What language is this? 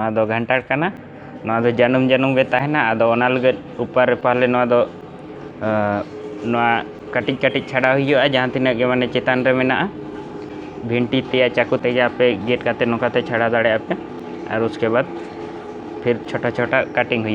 Santali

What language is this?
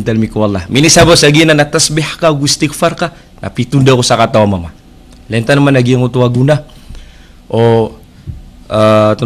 Maranao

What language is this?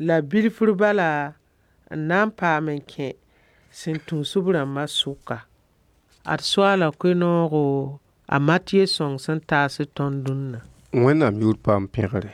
Mossi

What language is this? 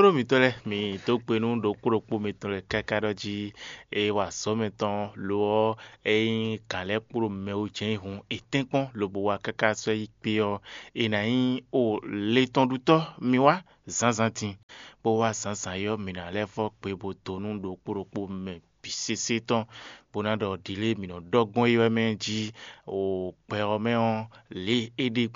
Fon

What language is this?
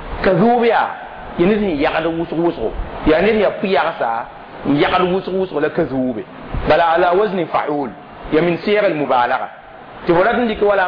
Mossi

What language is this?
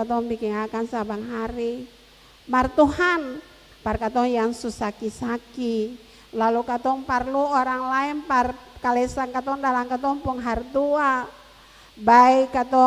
Ambonese Malay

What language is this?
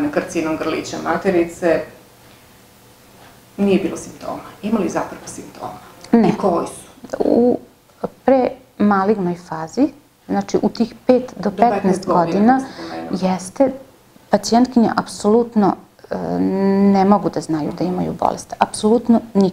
Serbian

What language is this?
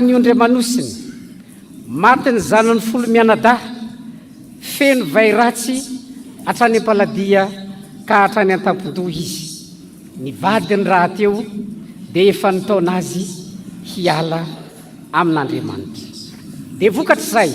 Malagasy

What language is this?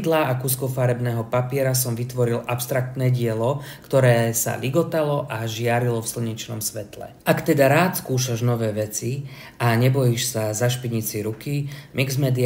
Slovak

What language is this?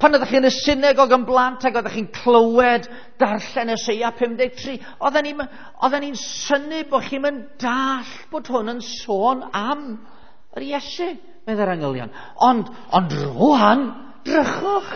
Welsh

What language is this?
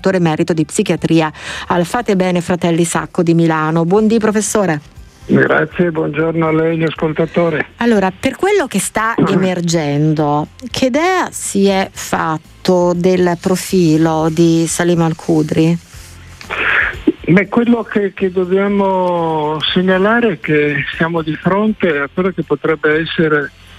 Italian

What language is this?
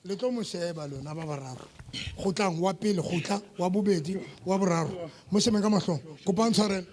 Southern Sotho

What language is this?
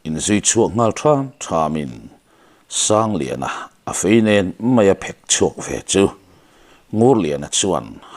Mizo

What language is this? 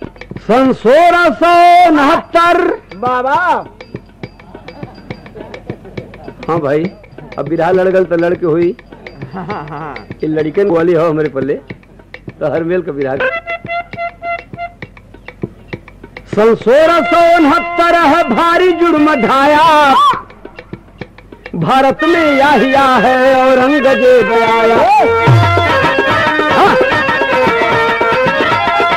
Bhojpuri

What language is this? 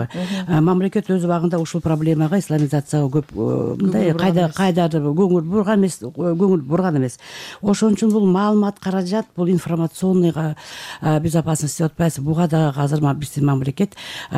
Kyrgyz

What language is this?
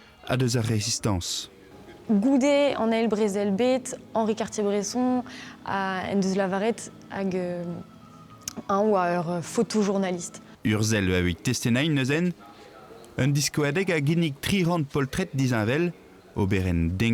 Breton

